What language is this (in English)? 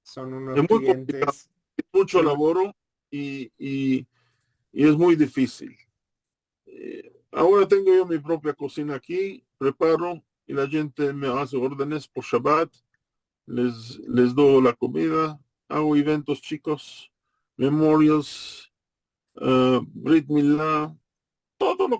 Ladino